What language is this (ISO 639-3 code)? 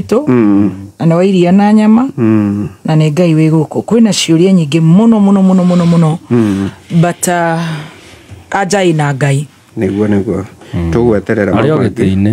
kik